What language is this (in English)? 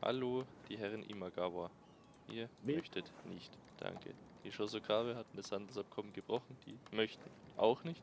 Bavarian